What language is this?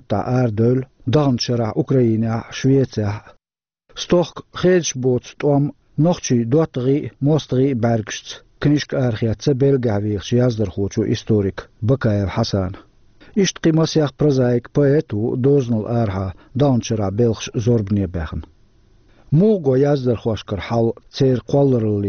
Chechen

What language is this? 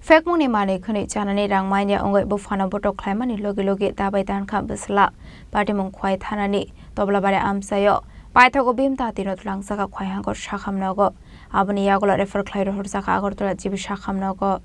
Kok Borok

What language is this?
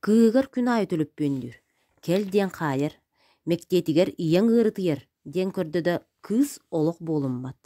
Yakut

